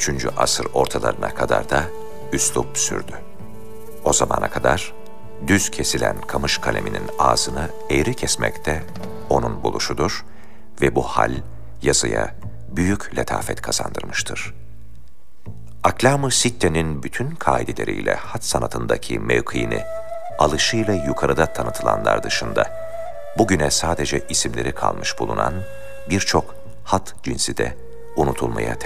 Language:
Turkish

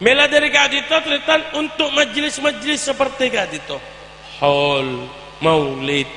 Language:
Madurese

